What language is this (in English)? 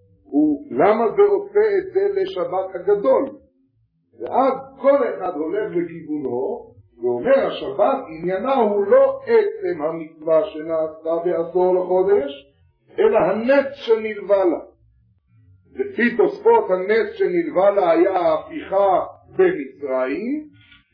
Hebrew